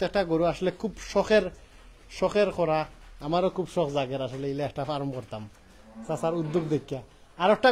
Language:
Sylheti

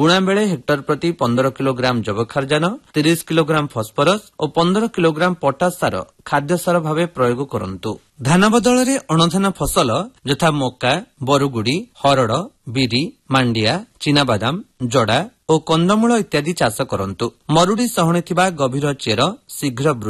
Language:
Odia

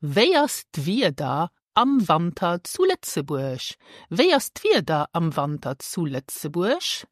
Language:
Luxembourgish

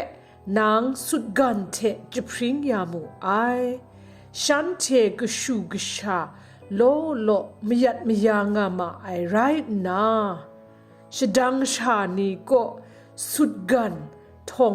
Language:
Kachin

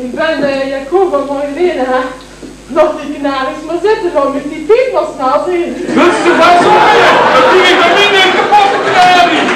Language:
Limburgish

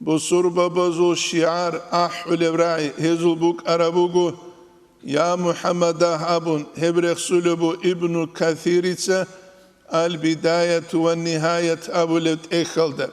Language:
Avaric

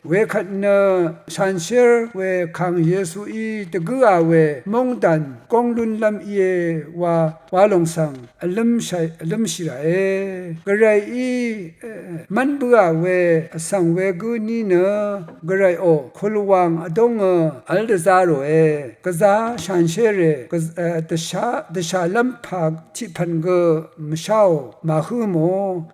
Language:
Rawang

